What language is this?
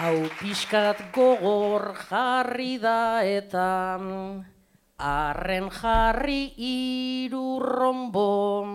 Basque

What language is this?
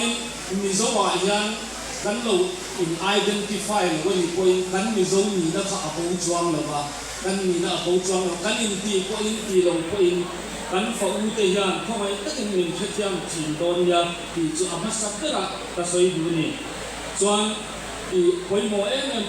Hmar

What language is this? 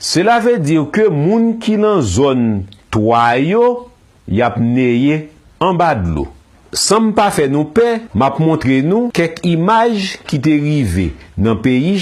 Haitian Creole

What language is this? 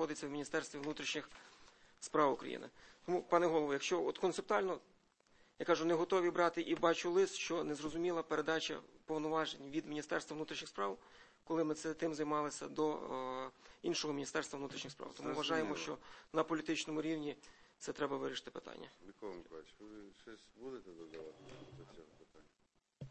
Ukrainian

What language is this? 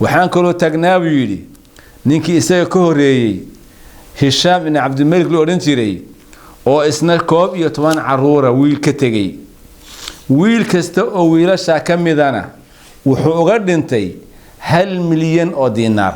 Somali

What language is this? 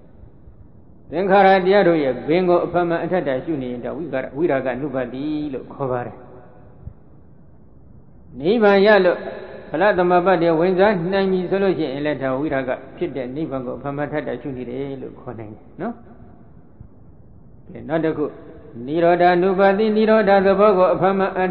Burmese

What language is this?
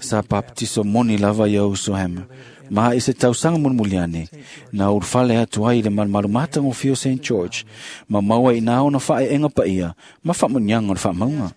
Samoan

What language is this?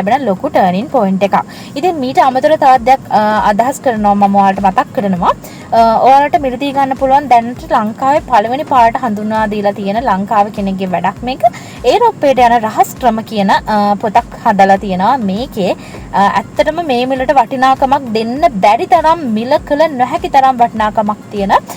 Sinhala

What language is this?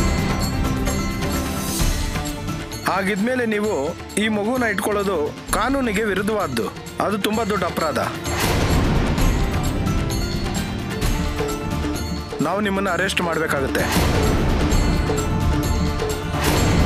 Kannada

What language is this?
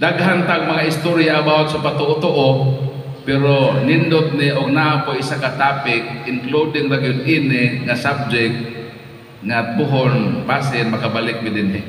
Cebuano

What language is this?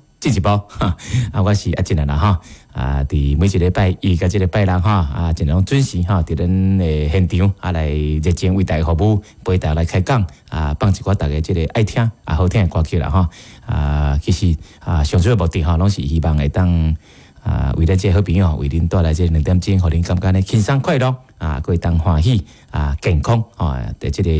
Min Nan Chinese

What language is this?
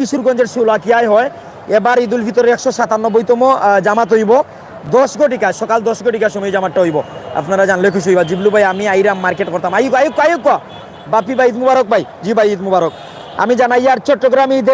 Sylheti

